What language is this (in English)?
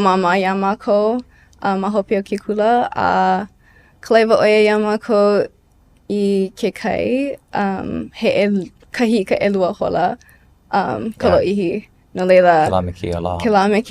Hawaiian